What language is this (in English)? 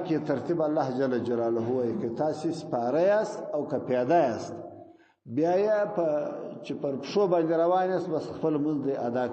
Pashto